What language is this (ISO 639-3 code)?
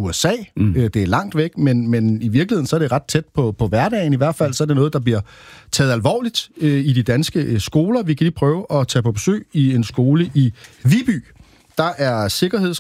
dan